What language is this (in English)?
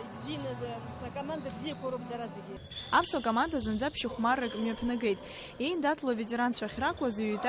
Abkhazian